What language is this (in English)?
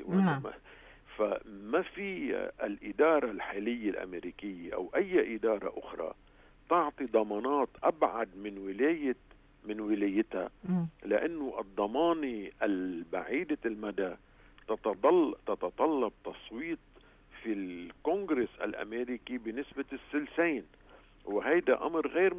North Levantine Arabic